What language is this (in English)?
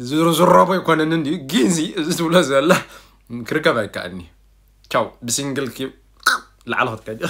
Tigrinya